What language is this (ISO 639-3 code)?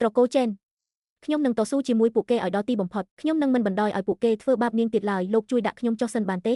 khm